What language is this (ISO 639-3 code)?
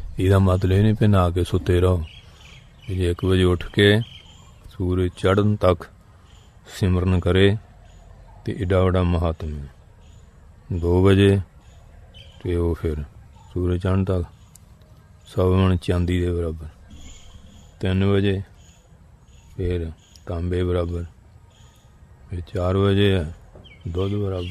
pan